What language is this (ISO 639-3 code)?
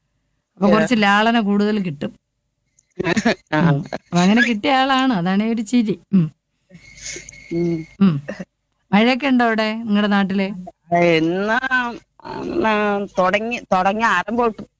mal